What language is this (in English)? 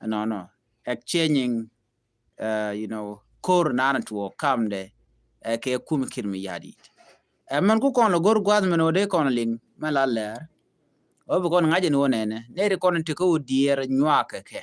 Nuer